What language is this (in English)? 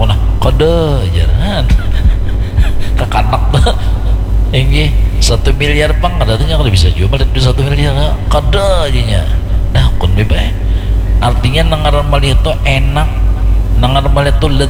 Banjar